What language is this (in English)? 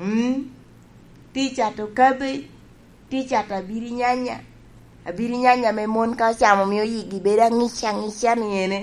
Lango (Uganda)